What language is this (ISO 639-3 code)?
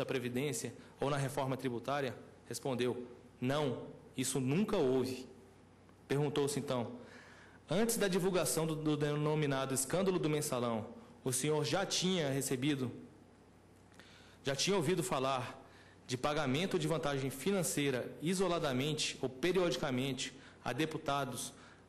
por